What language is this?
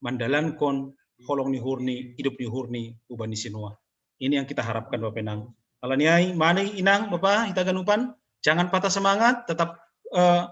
Batak Simalungun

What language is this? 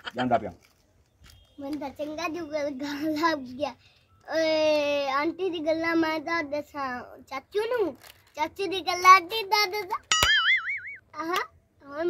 Punjabi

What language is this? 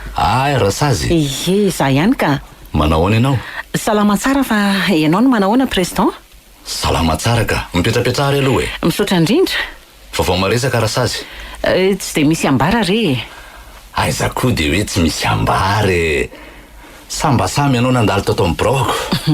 Malagasy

